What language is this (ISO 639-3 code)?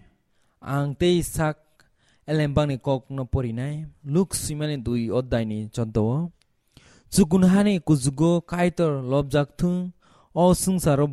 trp